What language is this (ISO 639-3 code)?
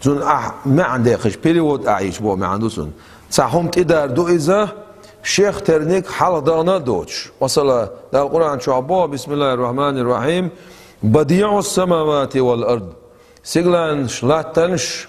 che